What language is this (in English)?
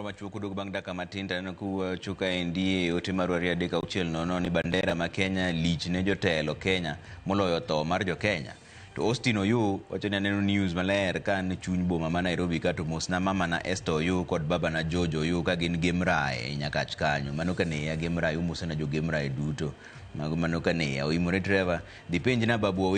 Luo (Kenya and Tanzania)